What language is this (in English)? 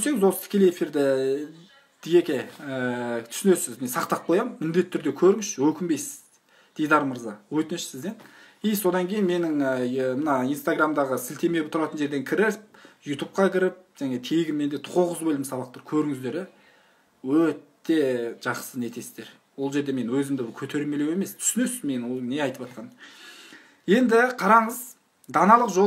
Kazakh